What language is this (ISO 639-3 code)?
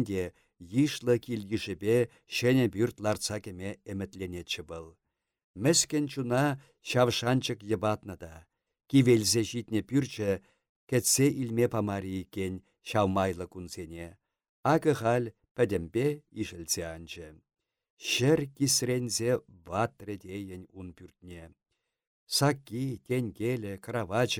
chv